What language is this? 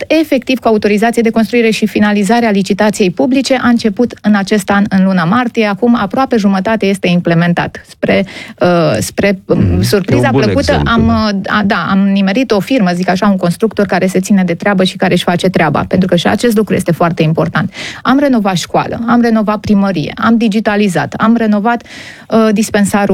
Romanian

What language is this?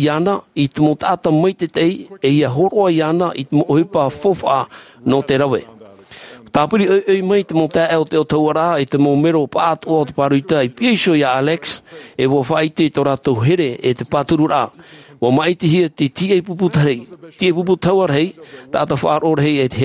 Tahitian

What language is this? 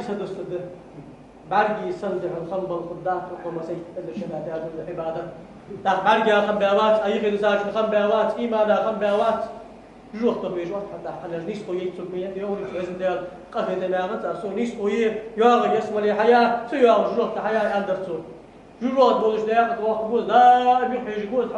Ingush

